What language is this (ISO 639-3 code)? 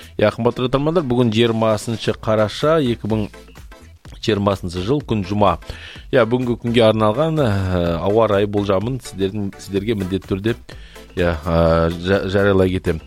kaz